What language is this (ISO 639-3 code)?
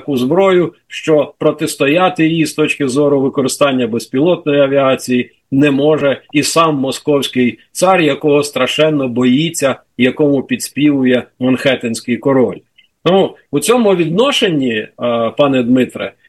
ukr